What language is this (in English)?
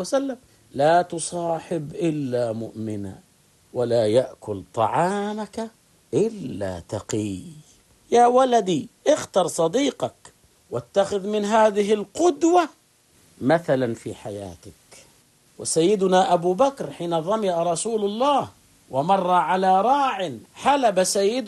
Arabic